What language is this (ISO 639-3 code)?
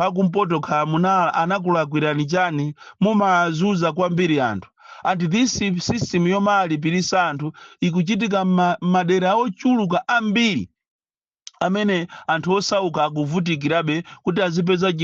nya